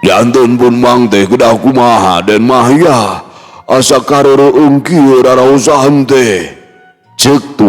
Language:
Sundanese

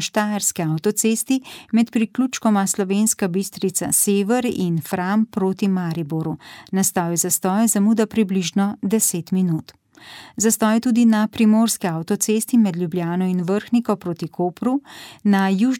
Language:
Slovenian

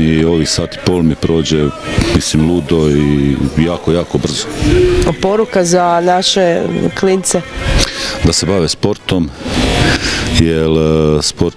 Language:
Croatian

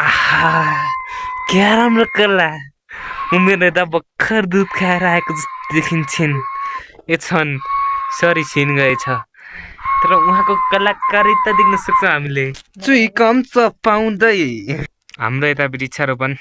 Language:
Nepali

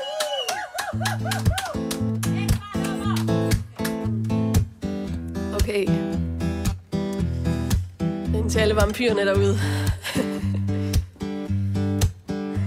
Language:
Danish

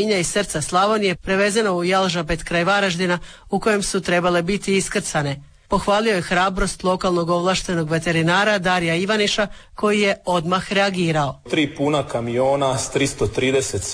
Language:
Croatian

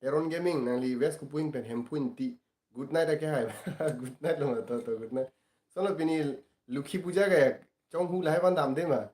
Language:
Karbi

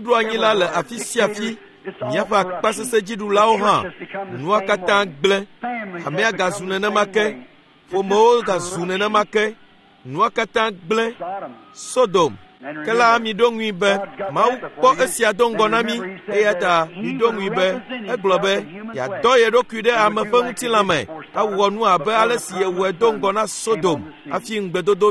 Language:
Ewe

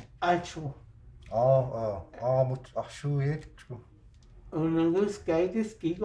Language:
Cherokee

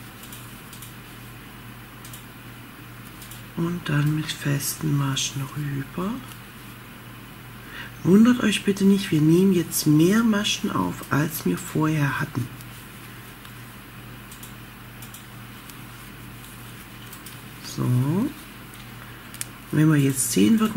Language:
German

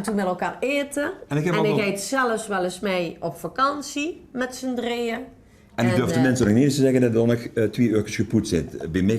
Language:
Limburgish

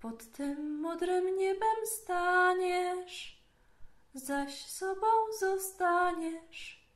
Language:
Silesian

